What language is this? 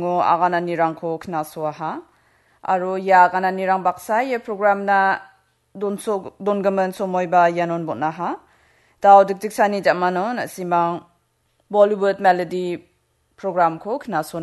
Garo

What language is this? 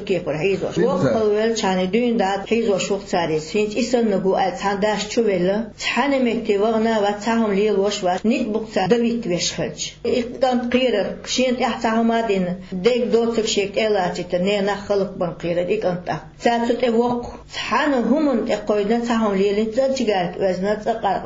Chechen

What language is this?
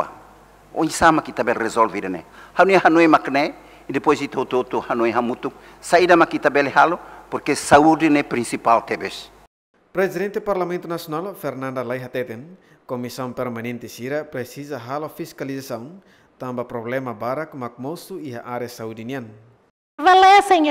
Tetum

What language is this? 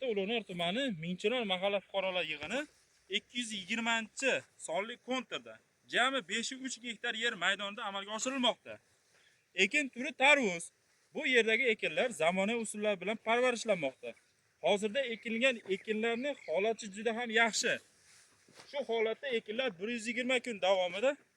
Uzbek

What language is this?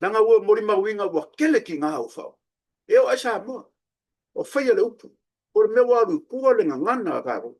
Samoan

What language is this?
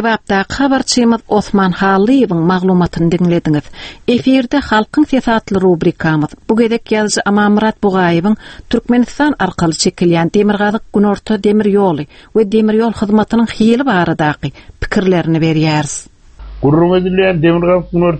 Turkmen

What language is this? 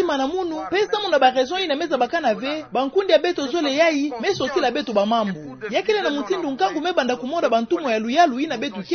Kituba (Democratic Republic of Congo)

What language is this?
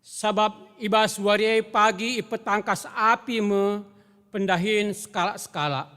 Batak Karo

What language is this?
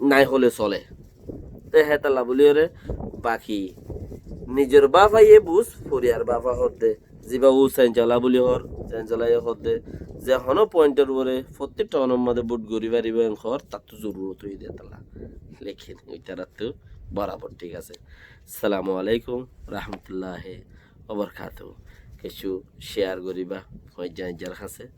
Rohingya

